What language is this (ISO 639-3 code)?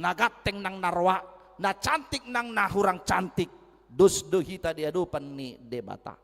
bbc